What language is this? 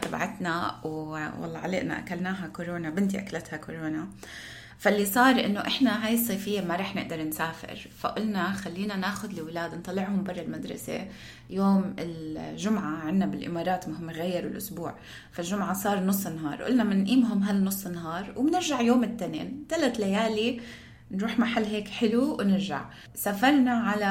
North Levantine Arabic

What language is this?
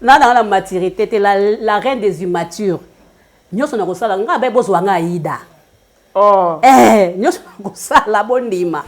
Lingala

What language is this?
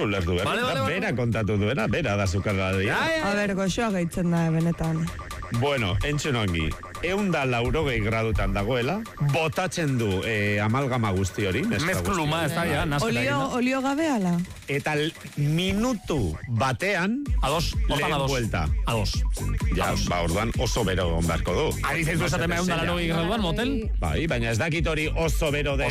Basque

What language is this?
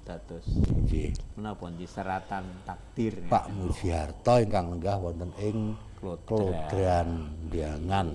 Javanese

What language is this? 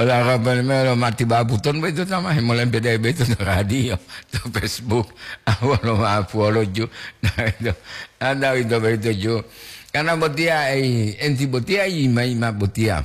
Gorontalo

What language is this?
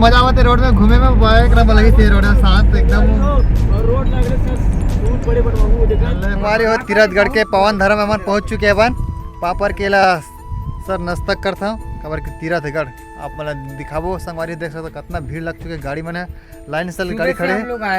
Chhattisgarhi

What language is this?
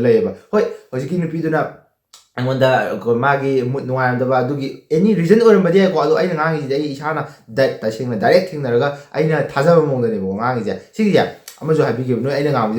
Manipuri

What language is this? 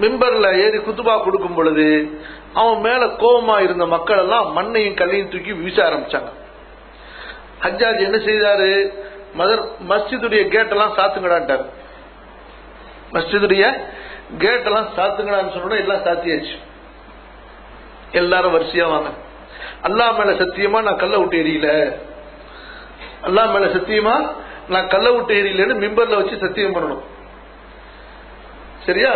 Tamil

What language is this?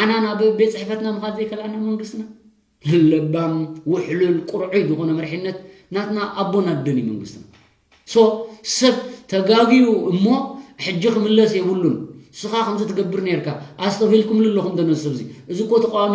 Tigrinya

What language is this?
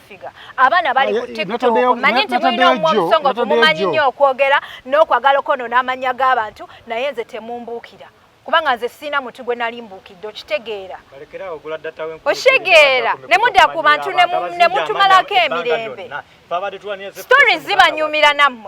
Ganda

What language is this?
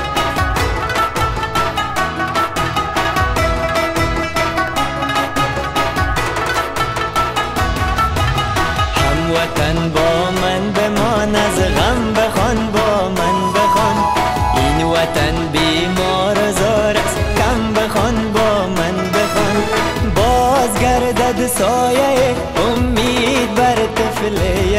Persian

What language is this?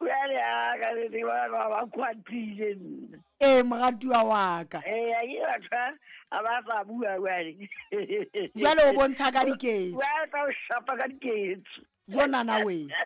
Southern Sotho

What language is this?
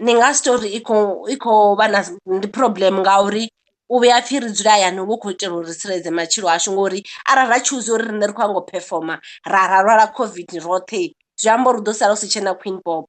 Venda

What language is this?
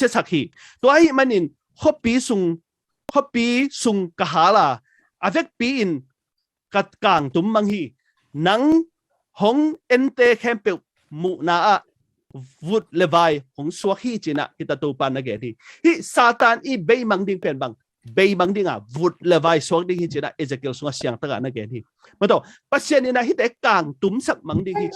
Tedim Chin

